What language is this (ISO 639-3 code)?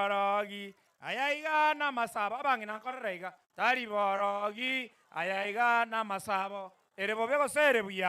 guz